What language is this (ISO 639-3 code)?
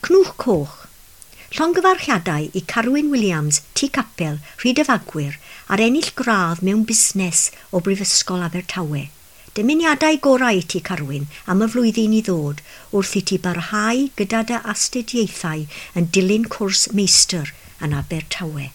cym